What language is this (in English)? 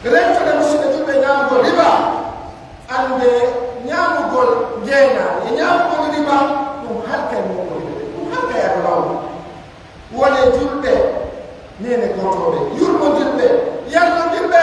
Pular